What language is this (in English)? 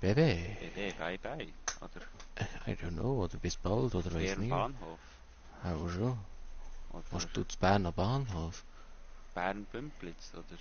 Swiss German